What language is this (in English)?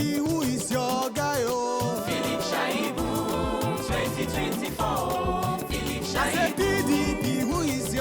Nigerian Pidgin